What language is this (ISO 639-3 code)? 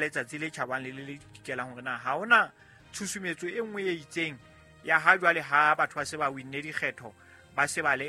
sot